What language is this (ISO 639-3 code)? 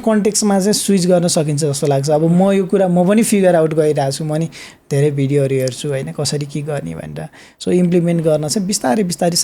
nep